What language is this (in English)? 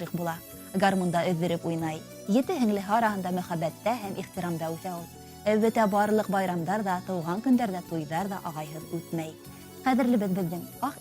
Bashkir